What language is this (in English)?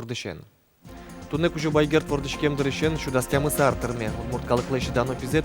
Udmurt